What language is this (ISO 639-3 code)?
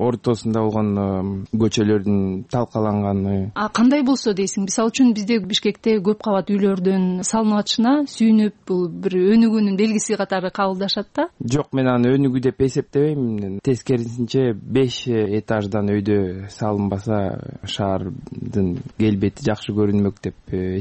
kir